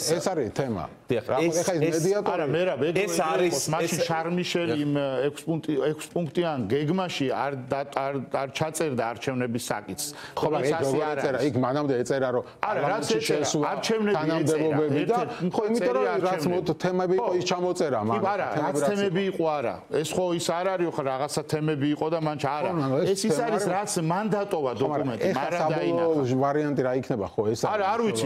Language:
Georgian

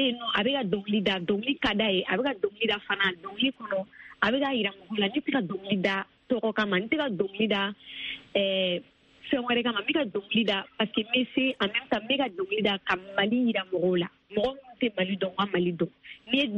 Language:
Bambara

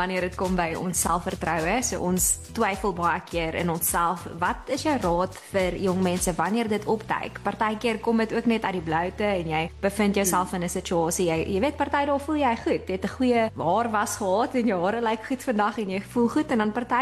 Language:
Afrikaans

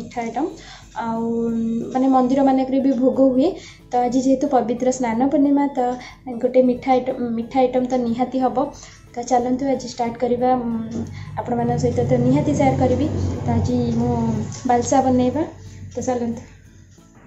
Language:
Odia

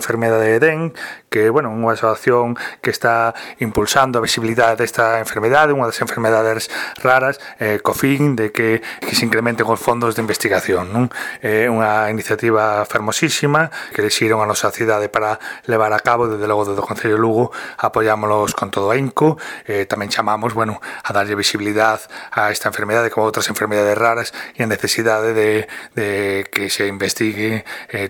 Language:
Galician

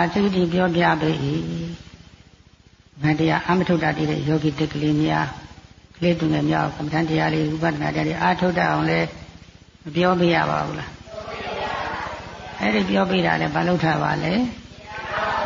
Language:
Burmese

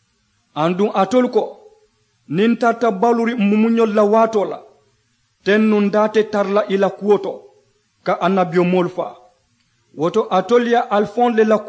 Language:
Mandingo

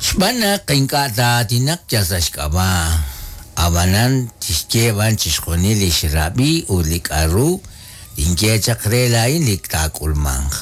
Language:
Kekchí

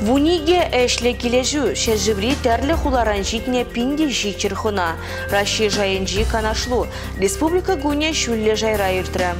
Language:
Chuvash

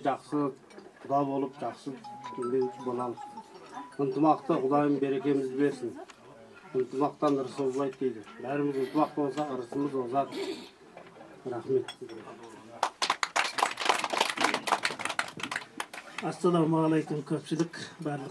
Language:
Kazakh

